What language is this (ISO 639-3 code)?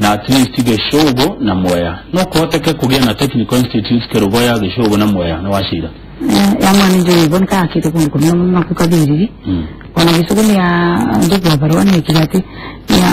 kik